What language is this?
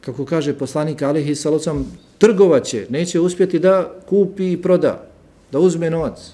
Bosnian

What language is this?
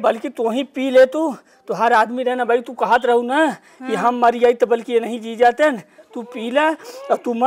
Awadhi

